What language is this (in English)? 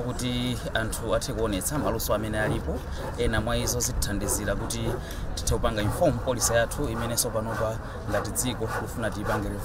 Nyanja